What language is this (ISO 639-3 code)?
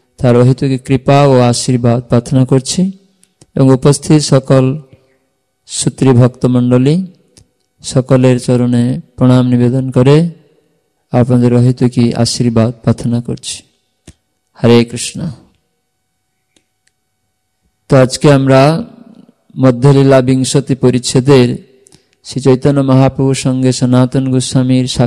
ben